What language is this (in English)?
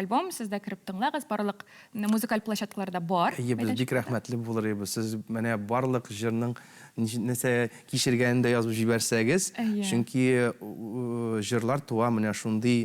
Tatar